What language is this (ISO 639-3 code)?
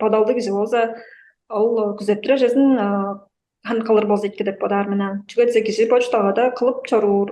tyv